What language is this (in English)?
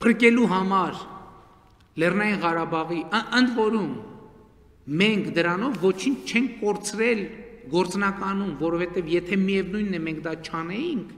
Armenian